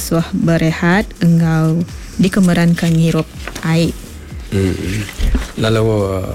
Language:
Iban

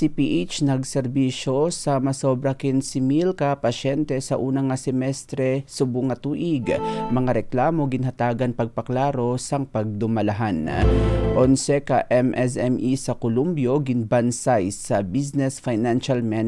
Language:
Hiligaynon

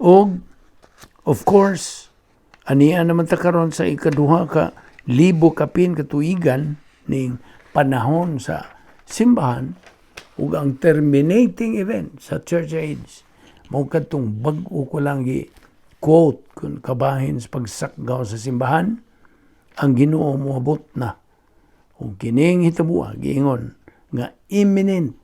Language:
Cebuano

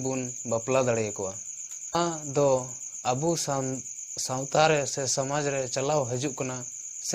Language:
Santali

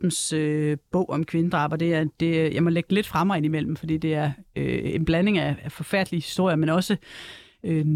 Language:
Danish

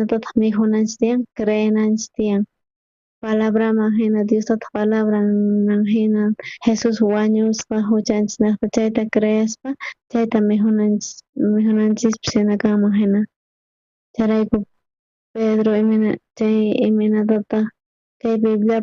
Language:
South Bolivian Quechua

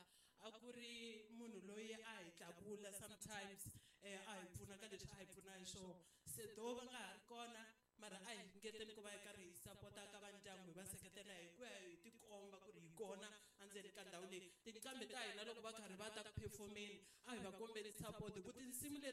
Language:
Tsonga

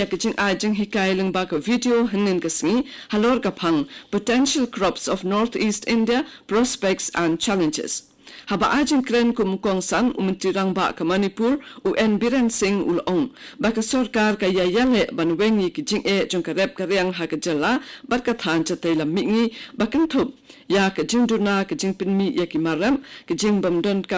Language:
Khasi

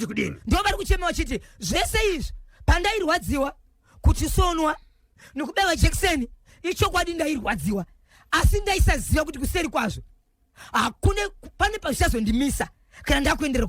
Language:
Shona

